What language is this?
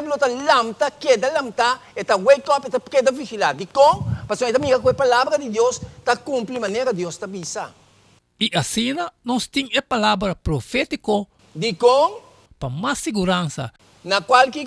Papiamento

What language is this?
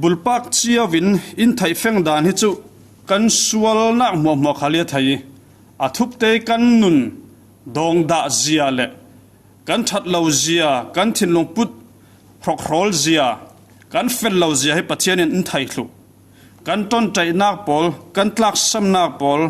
Falam Chin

